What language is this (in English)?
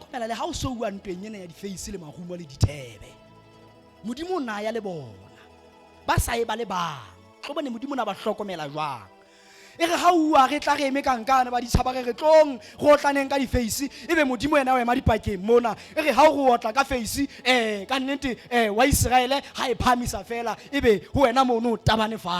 Southern Sotho